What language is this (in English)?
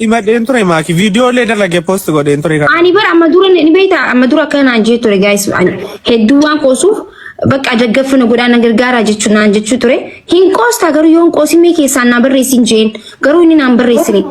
Oromo